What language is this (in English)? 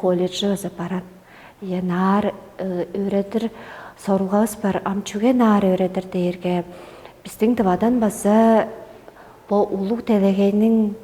Tuvinian